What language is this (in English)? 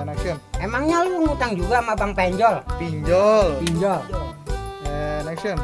Betawi